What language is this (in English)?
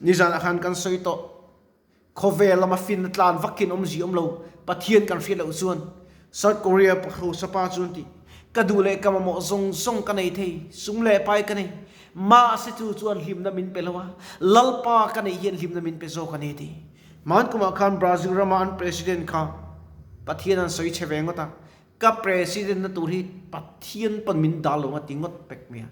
Mizo